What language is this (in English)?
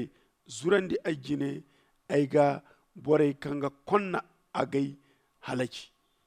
Zarma